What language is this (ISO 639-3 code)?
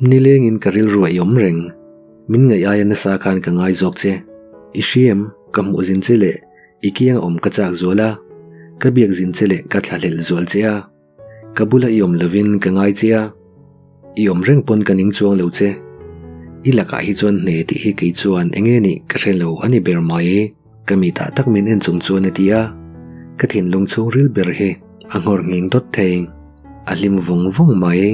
lus